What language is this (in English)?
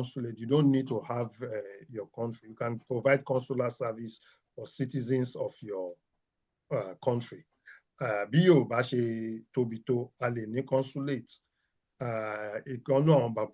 Yoruba